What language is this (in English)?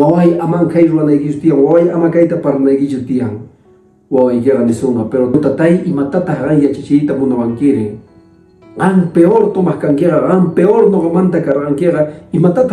Quechua